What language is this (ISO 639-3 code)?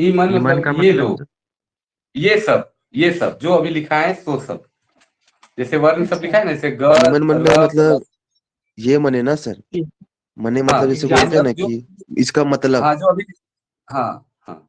sck